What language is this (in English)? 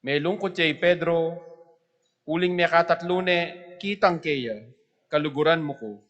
Pampanga